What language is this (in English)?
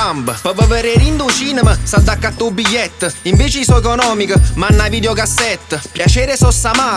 Neapolitan